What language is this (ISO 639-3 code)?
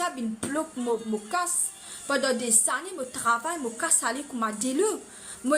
mfe